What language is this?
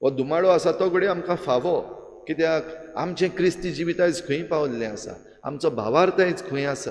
Konkani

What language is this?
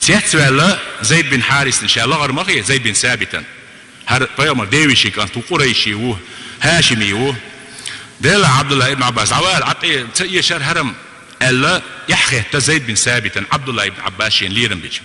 Chechen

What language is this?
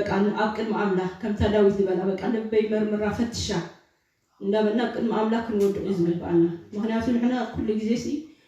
Tigrinya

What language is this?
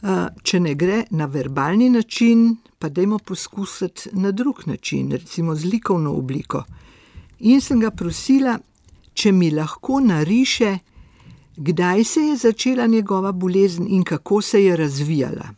Slovenian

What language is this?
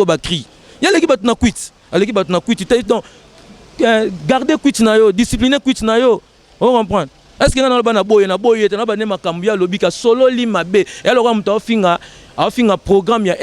Lingala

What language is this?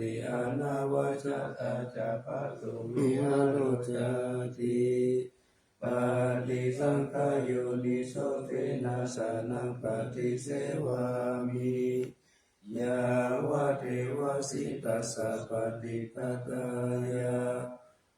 Pali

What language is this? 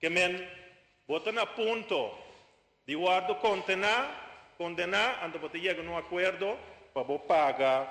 Papiamento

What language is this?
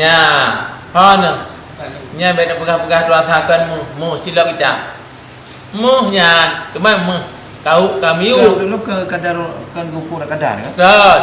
Achinese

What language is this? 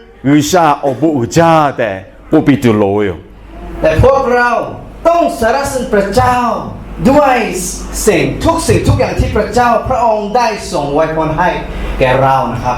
Lahu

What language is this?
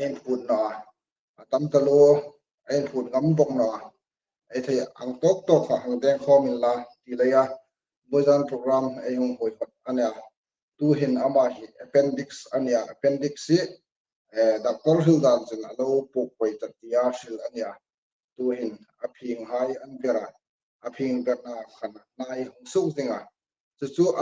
Hmar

